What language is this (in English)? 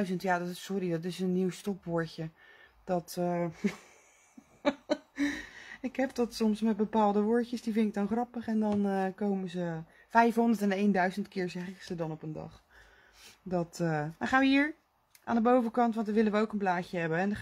Dutch